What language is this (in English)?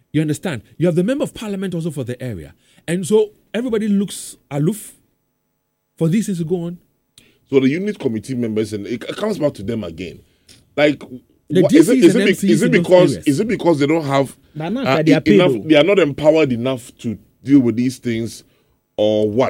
English